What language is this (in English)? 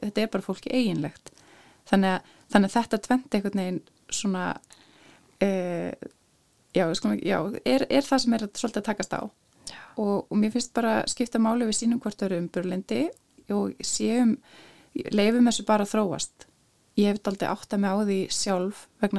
Icelandic